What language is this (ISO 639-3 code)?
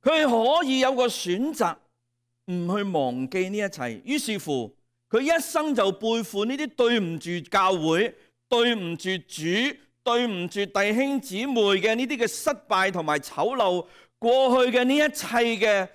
yue